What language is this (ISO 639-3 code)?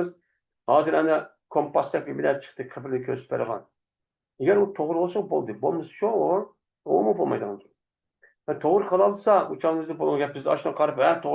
uig